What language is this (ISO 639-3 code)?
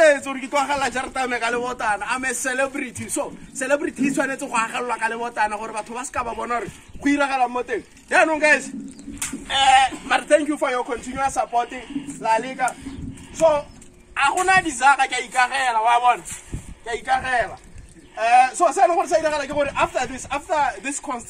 tsn